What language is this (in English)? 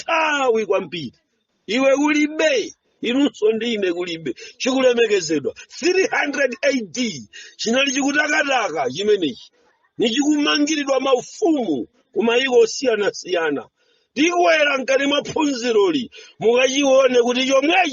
Nyanja